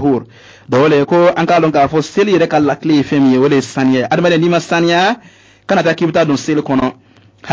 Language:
Bambara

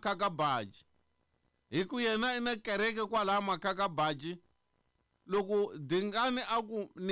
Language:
Tsonga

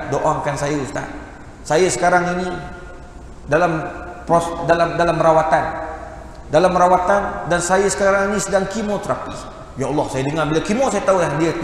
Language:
Malay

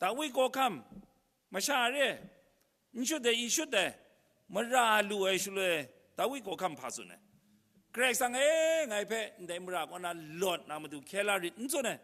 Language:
Kachin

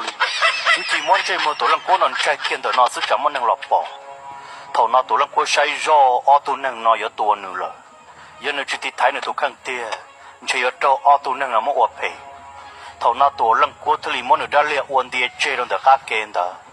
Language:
Hmong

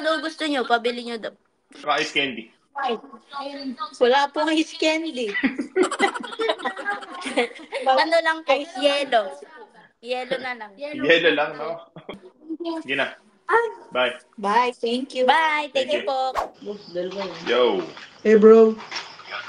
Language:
Filipino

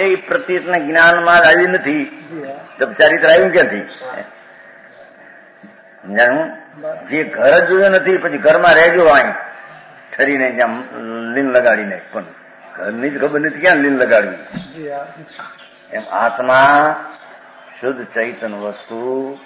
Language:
Gujarati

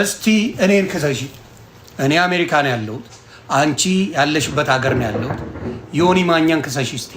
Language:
Amharic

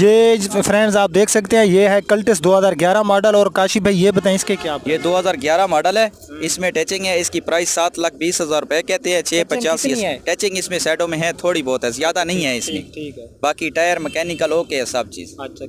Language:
Hindi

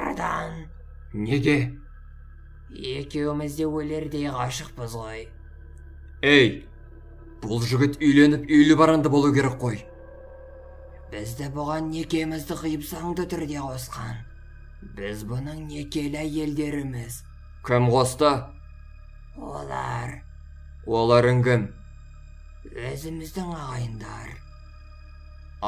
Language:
Kazakh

